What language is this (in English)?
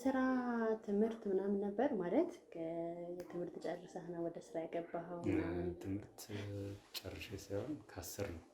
Amharic